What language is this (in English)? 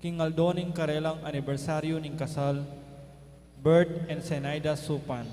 Pampanga